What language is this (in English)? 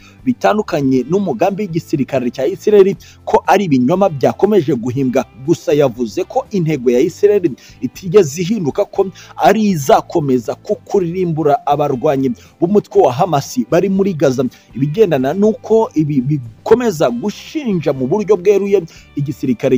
Kinyarwanda